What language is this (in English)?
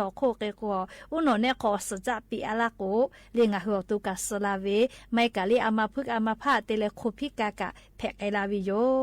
Lahu